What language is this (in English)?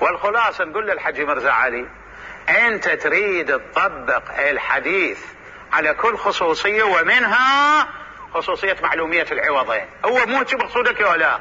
Mesopotamian Arabic